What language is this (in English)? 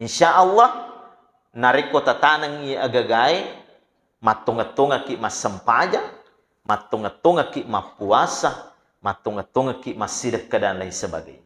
Buginese